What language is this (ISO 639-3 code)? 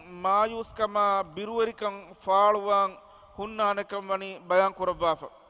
div